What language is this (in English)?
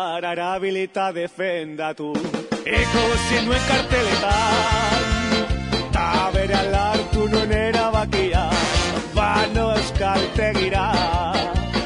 Basque